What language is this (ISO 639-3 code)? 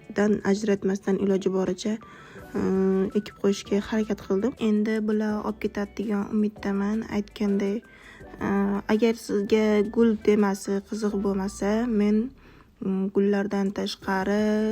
uzb